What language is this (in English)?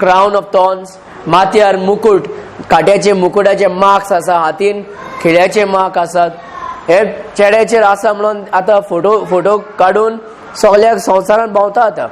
Konkani